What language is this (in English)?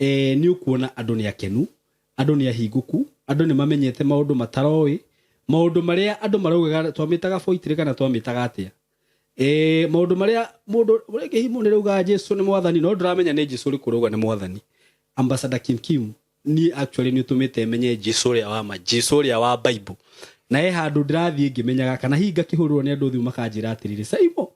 Kikuyu